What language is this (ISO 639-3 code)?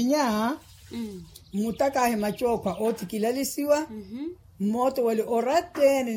vmw